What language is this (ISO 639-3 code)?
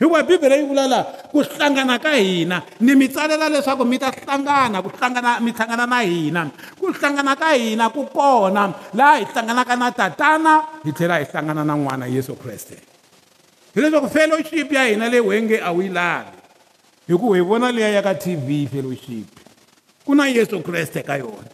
tso